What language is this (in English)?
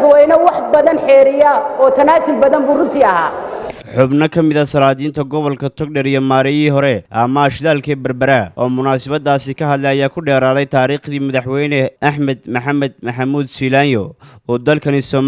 Somali